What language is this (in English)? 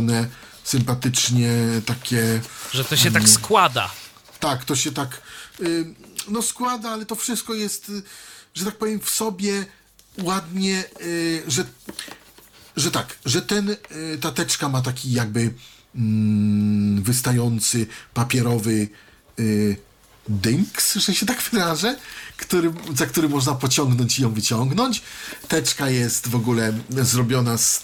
Polish